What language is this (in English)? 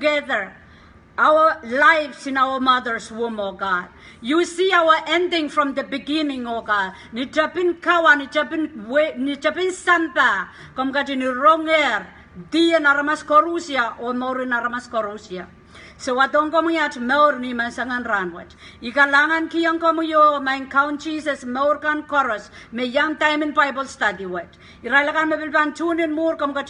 Pohnpeian